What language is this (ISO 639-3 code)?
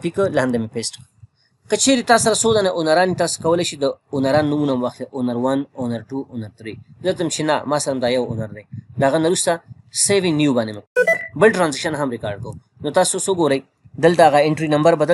pus